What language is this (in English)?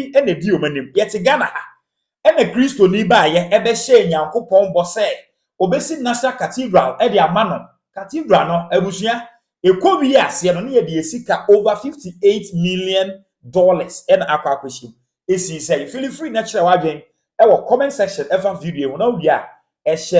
Akan